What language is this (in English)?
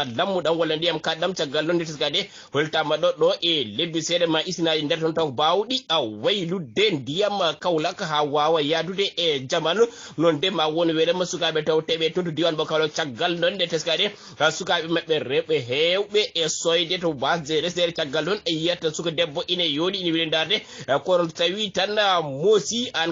Fula